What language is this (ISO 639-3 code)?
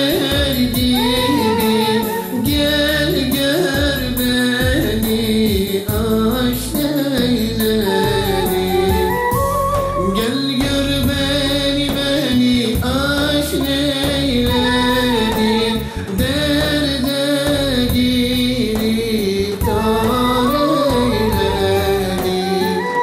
tur